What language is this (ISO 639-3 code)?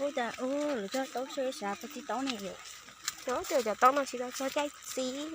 hmn